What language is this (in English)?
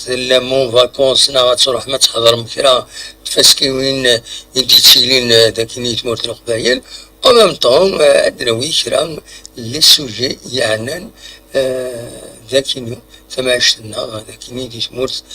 Kabyle